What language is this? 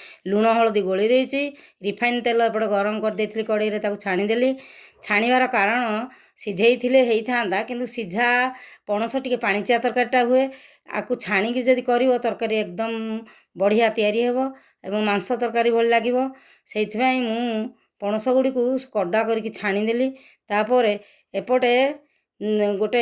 Odia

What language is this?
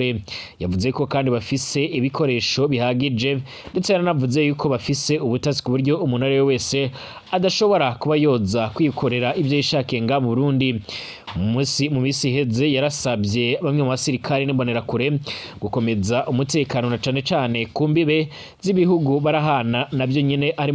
Rundi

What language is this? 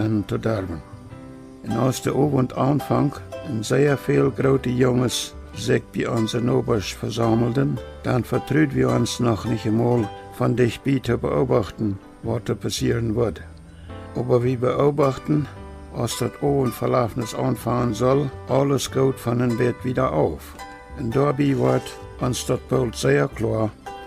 Plautdietsch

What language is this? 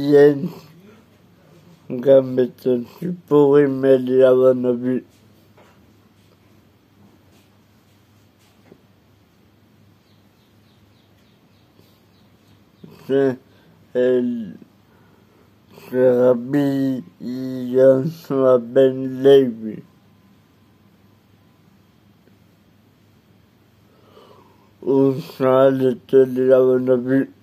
Hebrew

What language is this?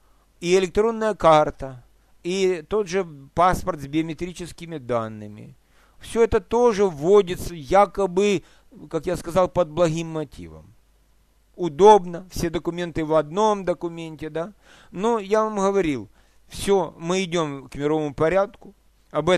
Russian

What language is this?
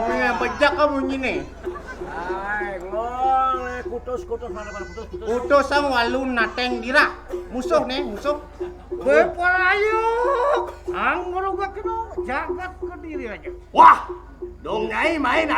Balinese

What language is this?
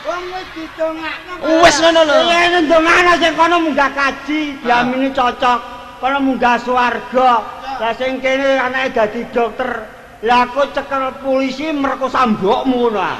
Javanese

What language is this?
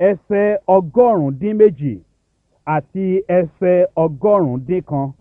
Yoruba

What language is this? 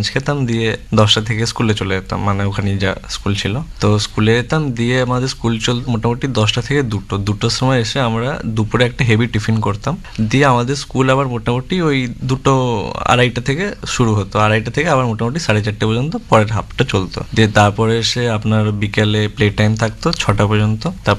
Bangla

